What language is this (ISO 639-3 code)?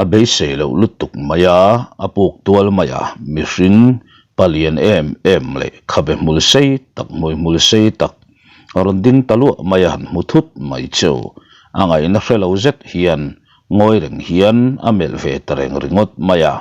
lus